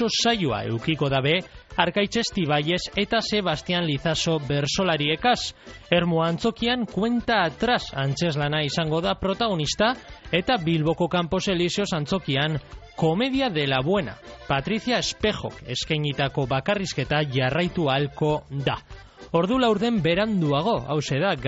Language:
Basque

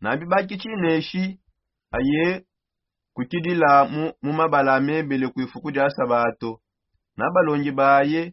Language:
Songe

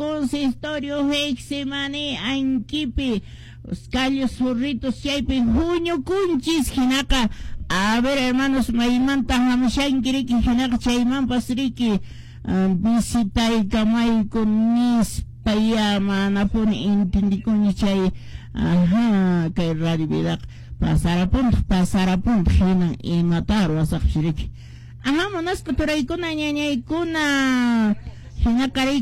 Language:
Quechua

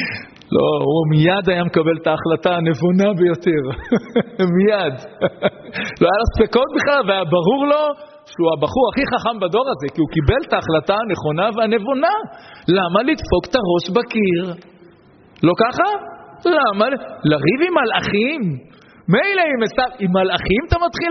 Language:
Hebrew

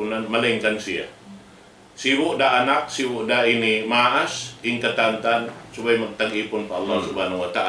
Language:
Tausug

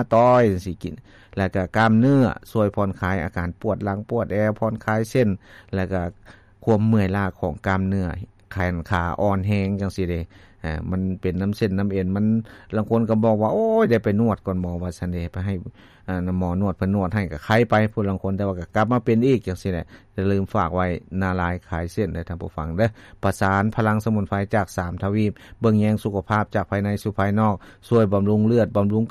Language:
Lao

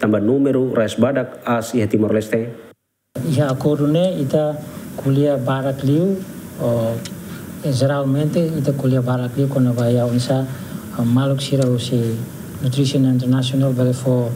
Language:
Tetum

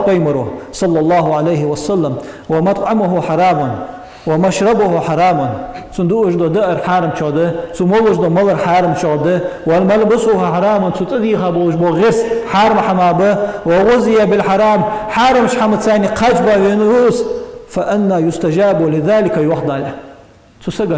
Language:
Ingush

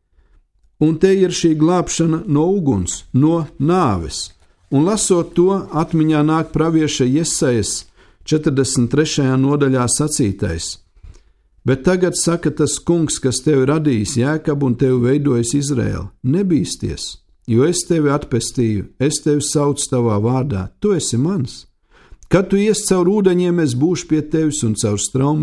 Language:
Latvian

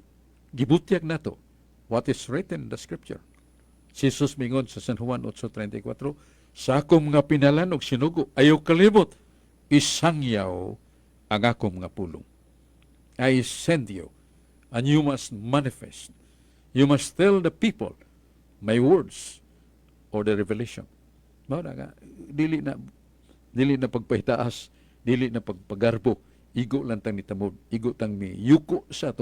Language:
Cebuano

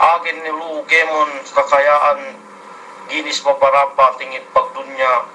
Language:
Yakan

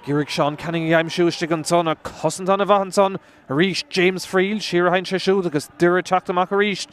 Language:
Irish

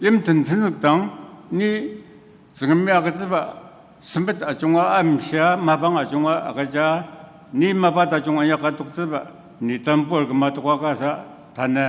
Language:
Ao Naga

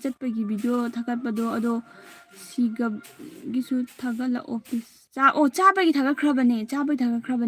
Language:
Manipuri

